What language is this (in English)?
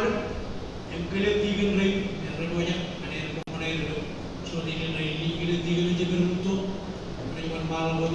Marshallese